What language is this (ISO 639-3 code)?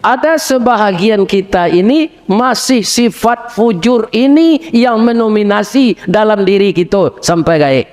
min